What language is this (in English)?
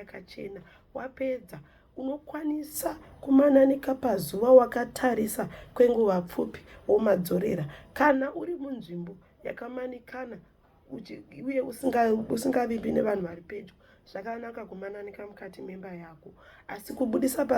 Shona